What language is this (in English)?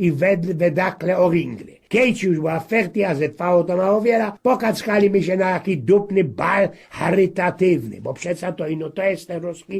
Silesian